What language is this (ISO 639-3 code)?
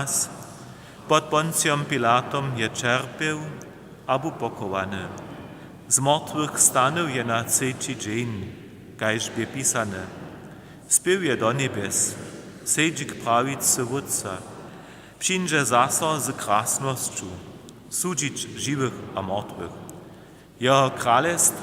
hsb